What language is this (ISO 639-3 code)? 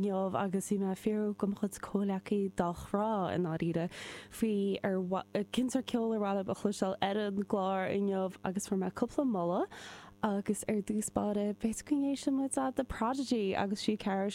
gle